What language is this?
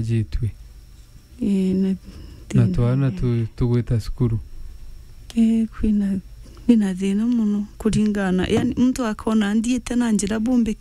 Meru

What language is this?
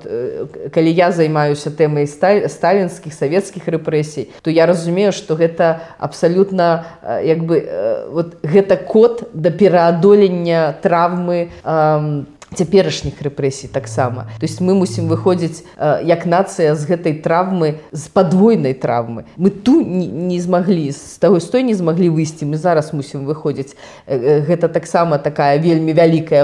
Belarusian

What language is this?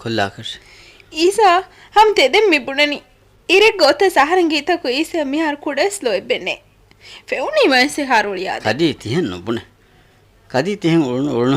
Divehi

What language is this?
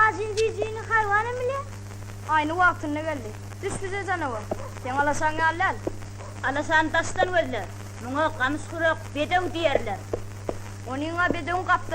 Turkmen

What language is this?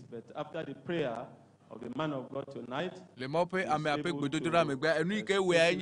Ewe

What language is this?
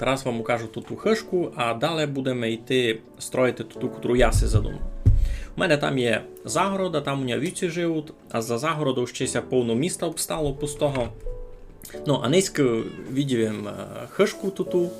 Rusyn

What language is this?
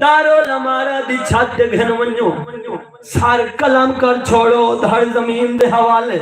Saraiki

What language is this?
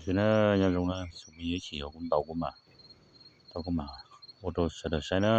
Hmong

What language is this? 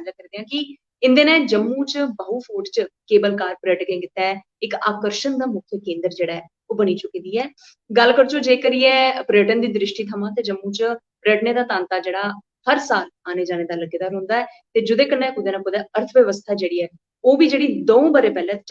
Dogri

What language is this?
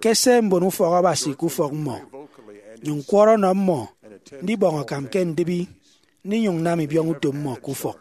Efik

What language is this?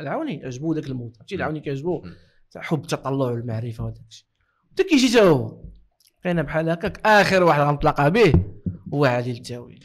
Moroccan Arabic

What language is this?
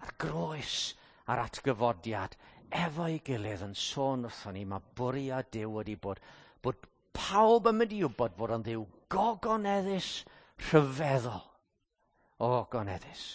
Welsh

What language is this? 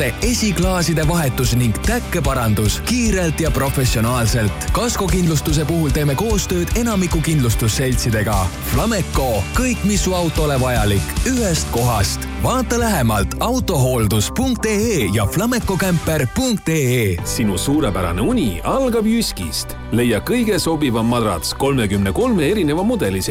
Estonian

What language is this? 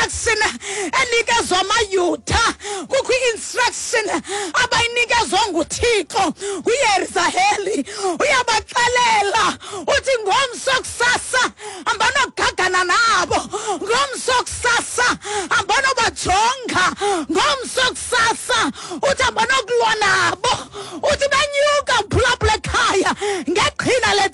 Xhosa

